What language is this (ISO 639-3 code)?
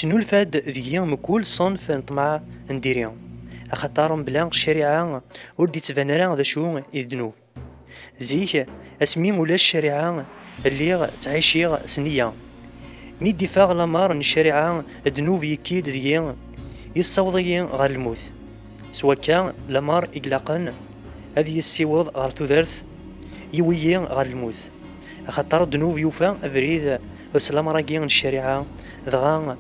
kab